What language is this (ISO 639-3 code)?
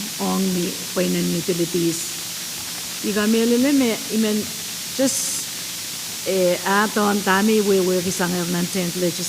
pon